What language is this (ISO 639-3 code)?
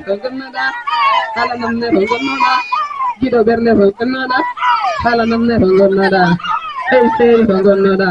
ful